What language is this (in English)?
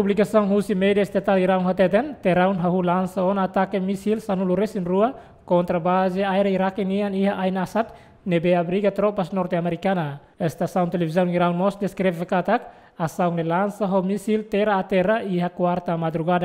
Tetum